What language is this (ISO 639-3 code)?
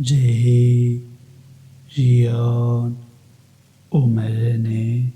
kur